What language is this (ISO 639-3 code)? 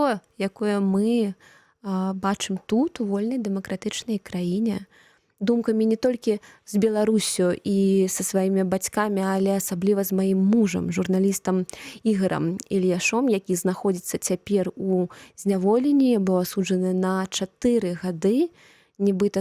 bel